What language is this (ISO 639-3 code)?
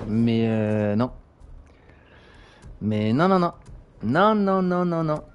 fra